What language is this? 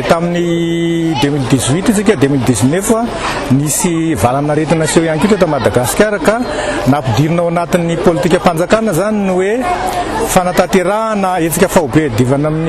Malagasy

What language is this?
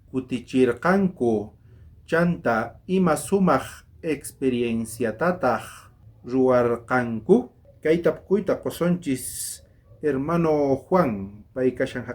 South Bolivian Quechua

